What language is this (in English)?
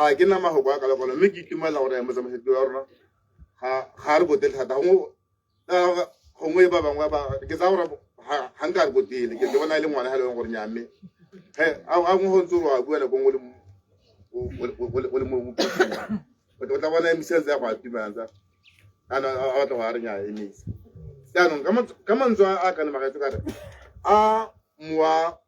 Tswana